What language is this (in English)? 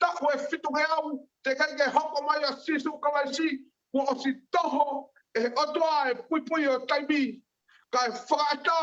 Tongan